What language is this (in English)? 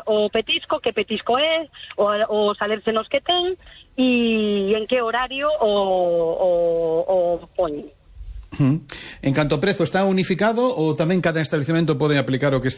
Galician